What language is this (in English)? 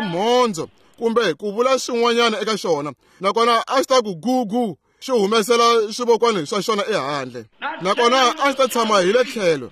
Tsonga